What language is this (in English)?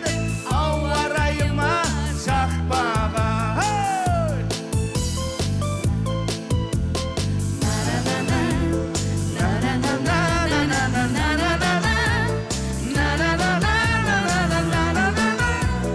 Kazakh